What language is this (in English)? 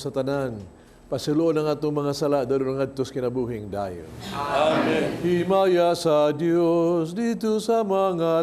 Cebuano